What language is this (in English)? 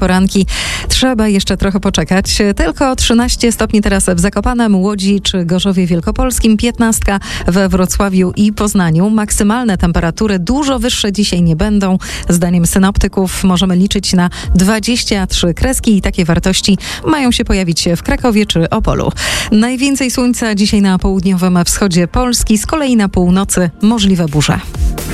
Polish